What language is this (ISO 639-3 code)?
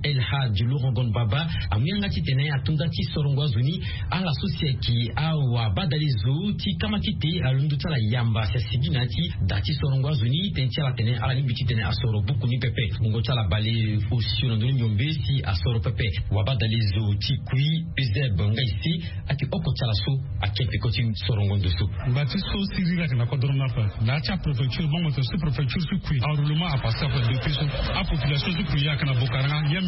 sag